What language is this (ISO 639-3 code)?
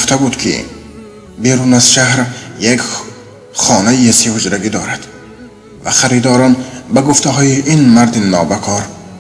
tgk